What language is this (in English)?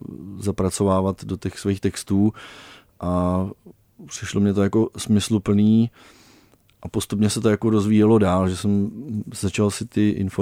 Czech